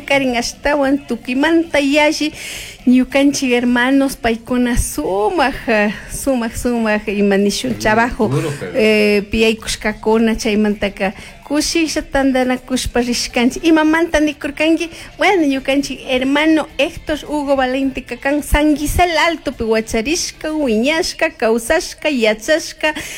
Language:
Chimborazo Highland Quichua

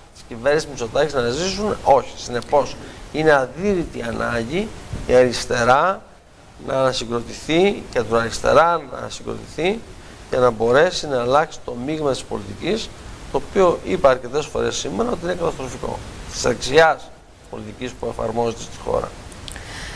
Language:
Greek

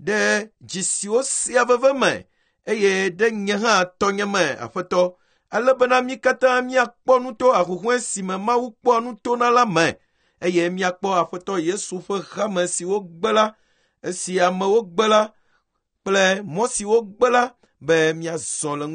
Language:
Ewe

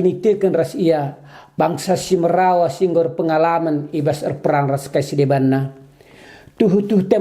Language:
Batak Karo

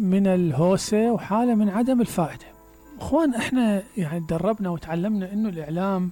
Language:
Mesopotamian Arabic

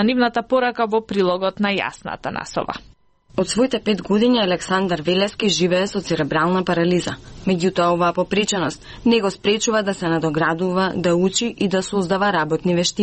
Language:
Macedonian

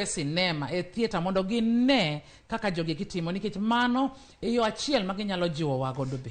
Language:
Luo (Kenya and Tanzania)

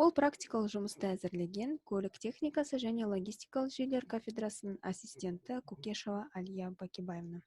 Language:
Kazakh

